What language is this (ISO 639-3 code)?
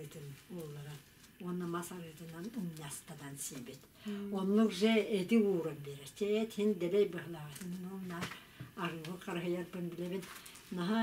sah